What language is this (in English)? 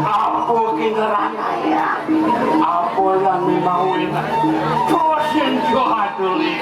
Balinese